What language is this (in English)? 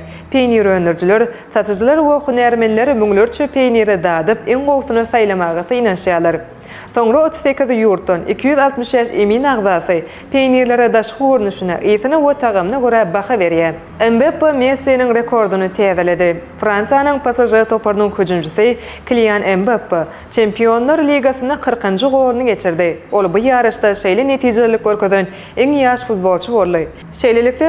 Turkmen